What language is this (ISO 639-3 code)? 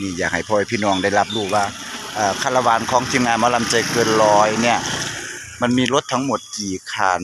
tts